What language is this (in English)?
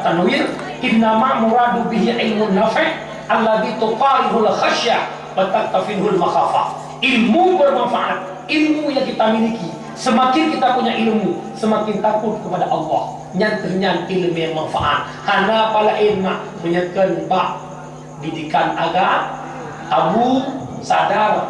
Achinese